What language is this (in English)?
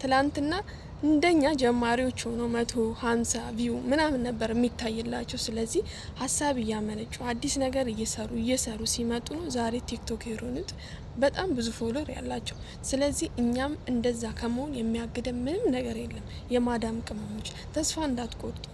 Amharic